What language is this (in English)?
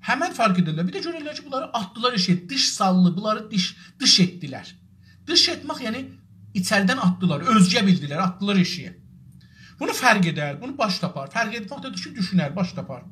South Azerbaijani